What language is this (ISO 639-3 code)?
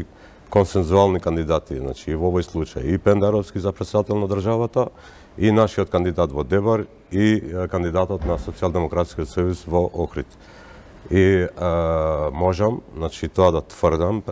mkd